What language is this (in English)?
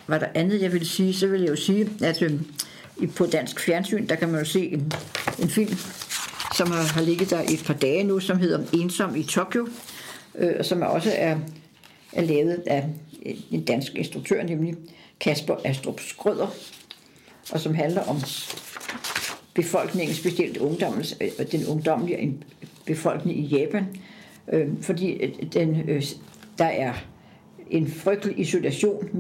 Danish